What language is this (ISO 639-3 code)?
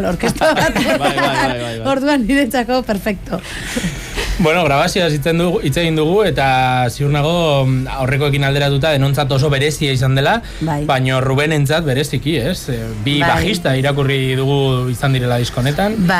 eus